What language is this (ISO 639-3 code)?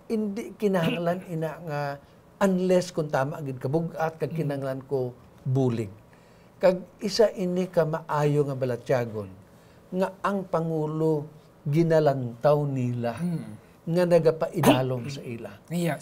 hil